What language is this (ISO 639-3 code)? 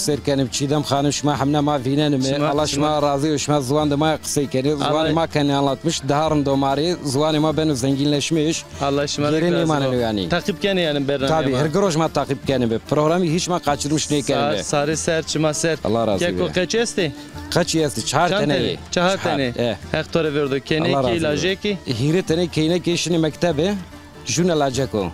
zza